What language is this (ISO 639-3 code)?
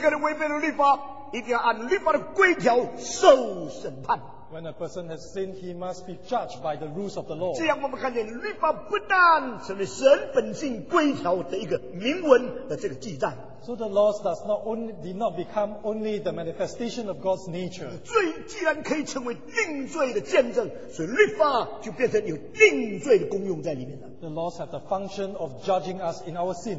zho